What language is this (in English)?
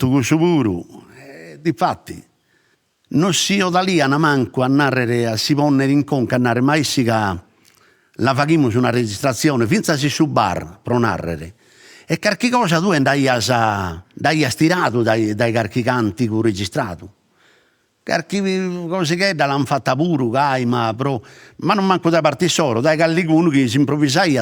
Sardinian